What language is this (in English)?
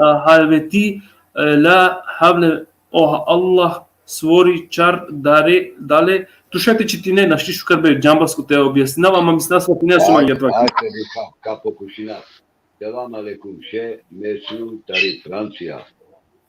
Balkan Romani